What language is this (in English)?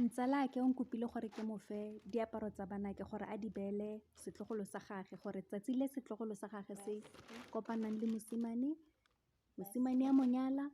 Tswana